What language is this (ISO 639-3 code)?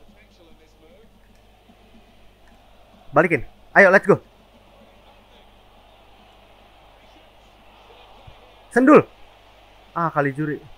ind